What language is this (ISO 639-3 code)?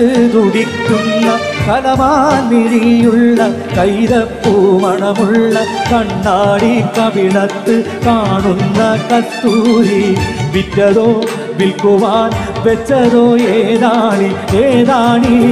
mal